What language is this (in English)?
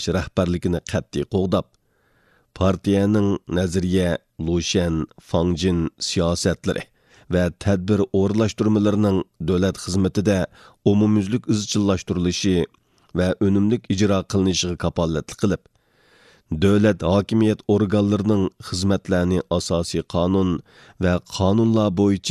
Uyghur